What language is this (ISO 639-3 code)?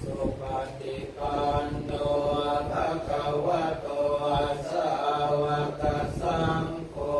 pli